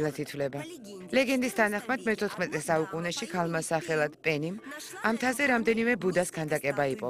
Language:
Georgian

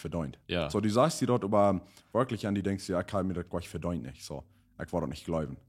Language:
Plautdietsch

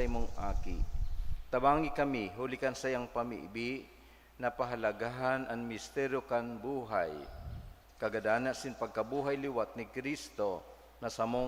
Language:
Bikol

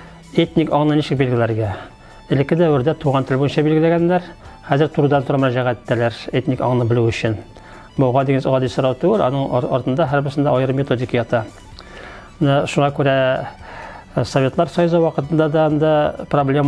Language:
Tatar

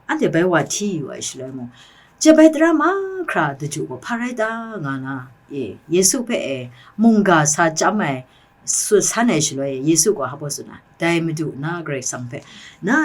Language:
Kachin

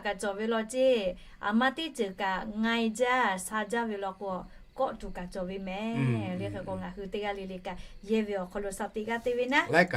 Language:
Lahu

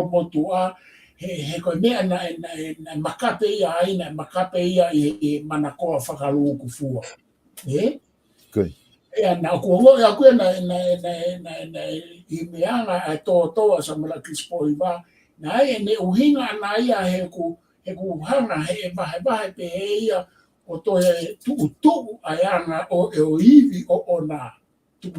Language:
Tongan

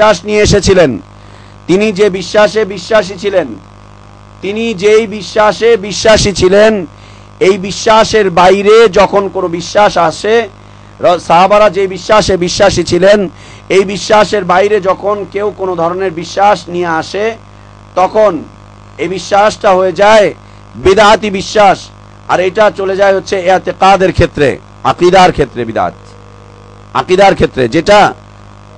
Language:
Bangla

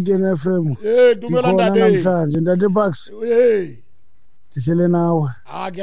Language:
Xhosa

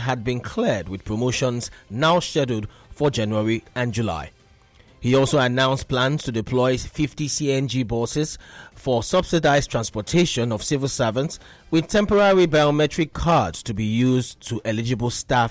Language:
English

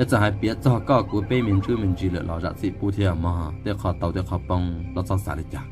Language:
Hmong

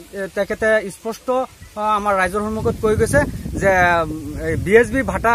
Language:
Assamese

